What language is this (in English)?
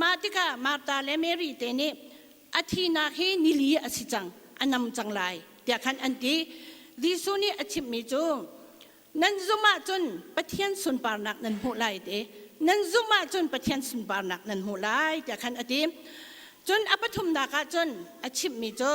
Hakha Chin